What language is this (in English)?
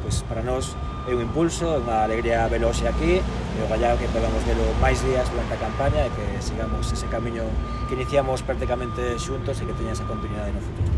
Galician